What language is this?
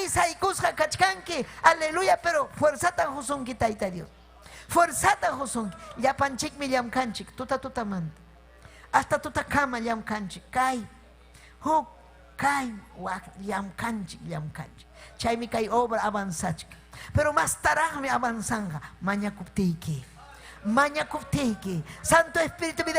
Ayacucho Quechua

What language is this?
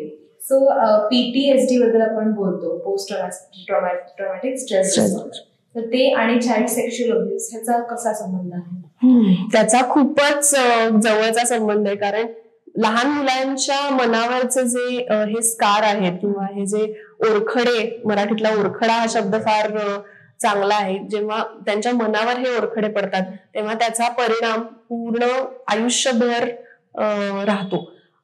Marathi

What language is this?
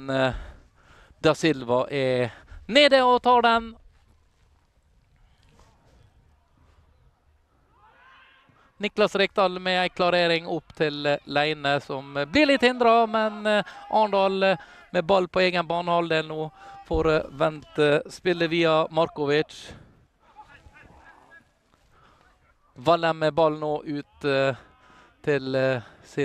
Norwegian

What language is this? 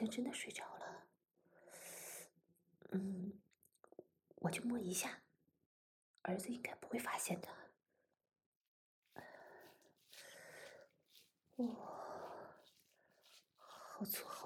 Chinese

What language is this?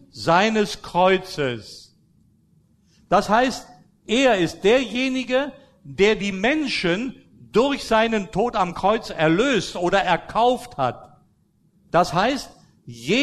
German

